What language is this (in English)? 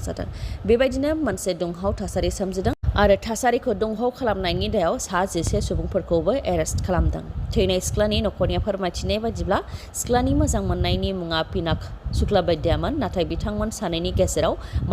Bodo